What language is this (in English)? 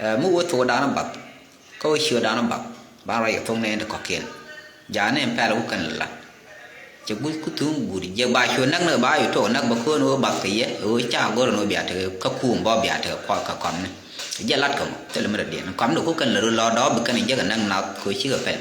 Nuer